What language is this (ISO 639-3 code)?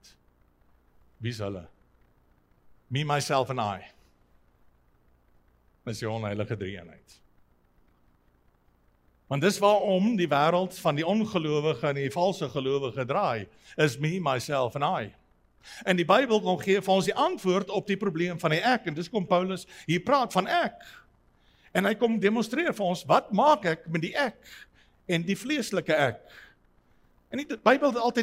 afr